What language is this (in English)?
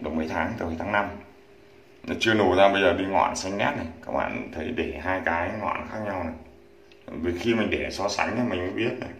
Vietnamese